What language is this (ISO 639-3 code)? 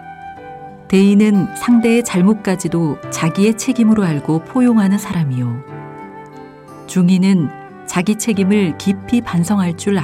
kor